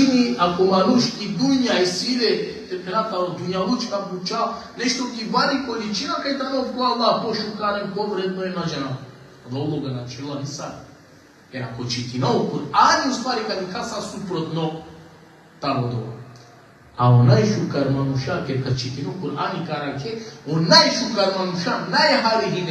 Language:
Balkan Romani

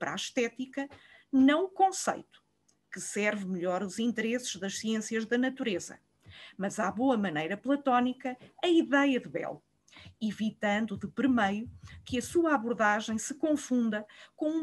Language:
Portuguese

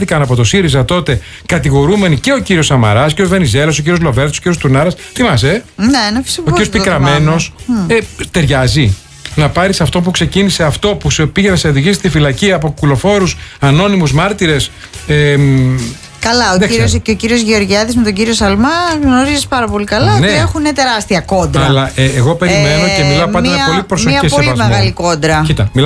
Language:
Greek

